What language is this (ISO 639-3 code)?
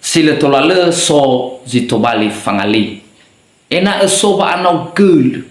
nia